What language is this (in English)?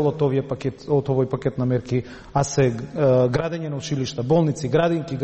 Macedonian